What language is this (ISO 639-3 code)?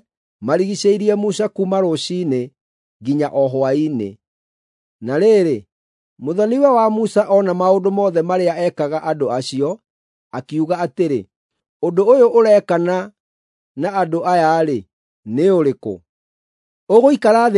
kik